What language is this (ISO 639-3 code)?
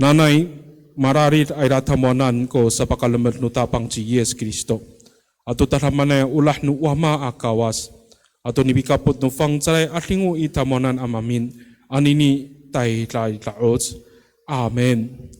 ami